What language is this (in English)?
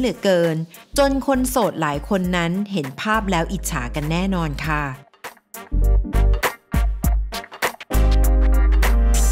Thai